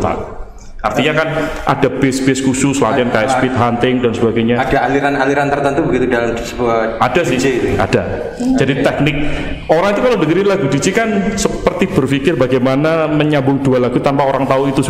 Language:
Indonesian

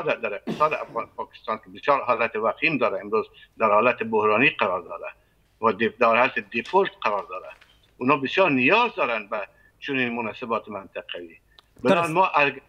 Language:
Persian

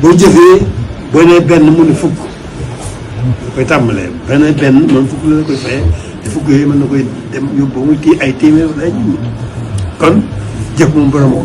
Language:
Wolof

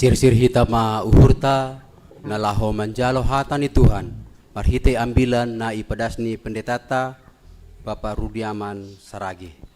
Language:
Batak Simalungun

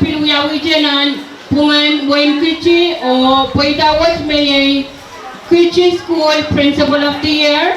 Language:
Pohnpeian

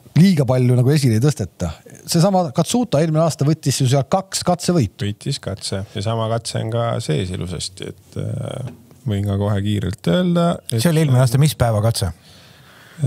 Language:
Estonian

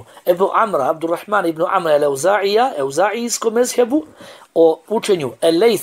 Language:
Bosnian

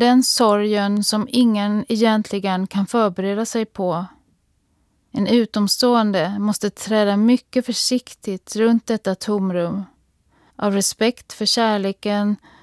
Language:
Swedish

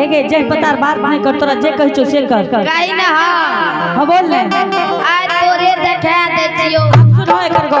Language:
Angika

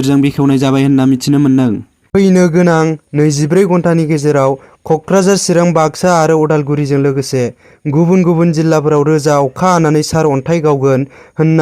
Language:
Bodo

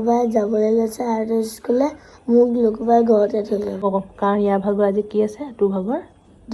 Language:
Assamese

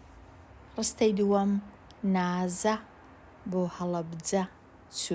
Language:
Central Kurdish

